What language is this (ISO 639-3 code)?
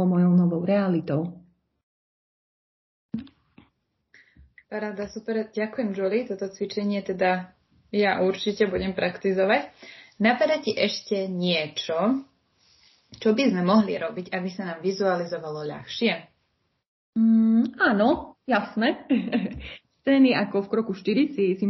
slk